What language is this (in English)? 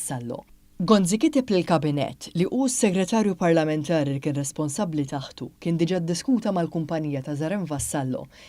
Maltese